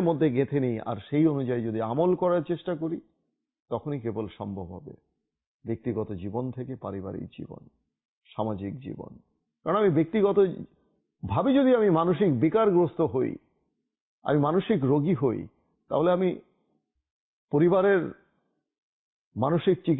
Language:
Bangla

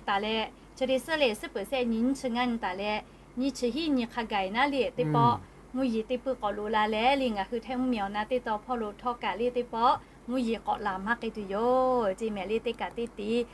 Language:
Lahu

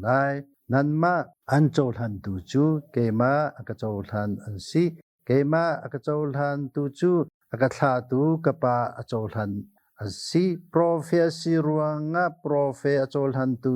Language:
Hakha Chin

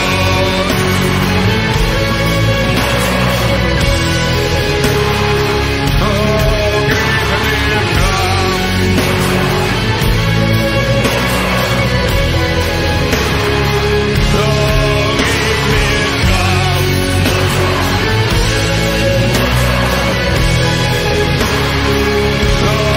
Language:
German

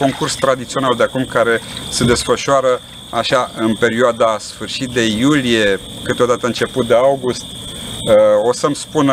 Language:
Romanian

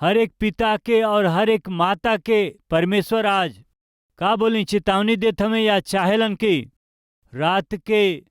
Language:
Bhojpuri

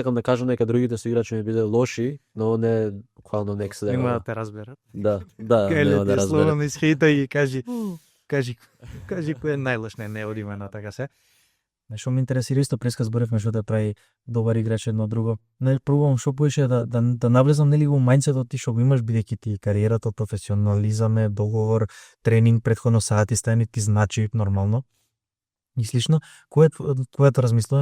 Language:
Macedonian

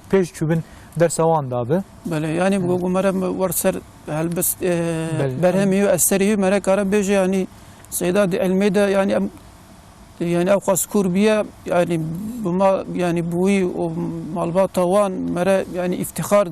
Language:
Kurdish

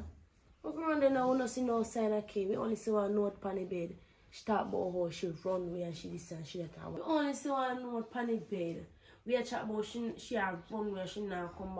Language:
Jamaican Creole English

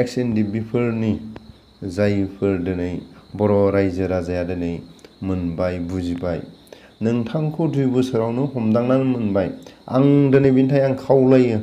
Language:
Bodo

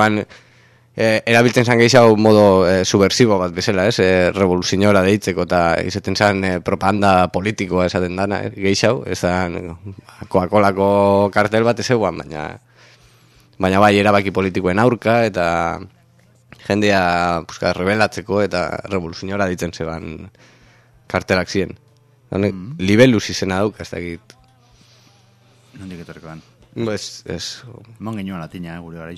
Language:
Basque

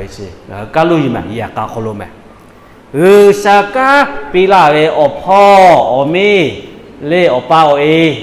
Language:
Lahu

